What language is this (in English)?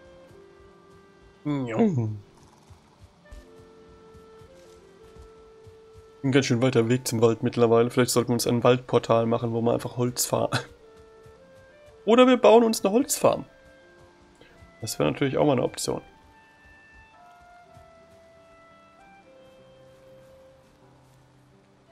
German